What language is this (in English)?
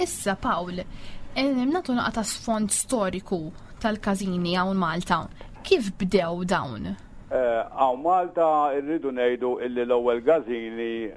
Maltese